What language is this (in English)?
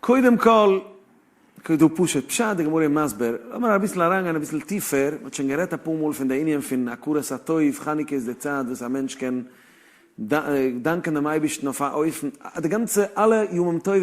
Yiddish